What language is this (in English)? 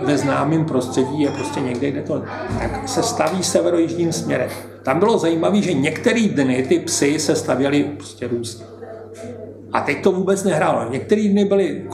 Czech